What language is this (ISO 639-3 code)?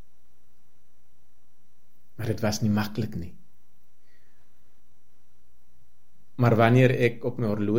afr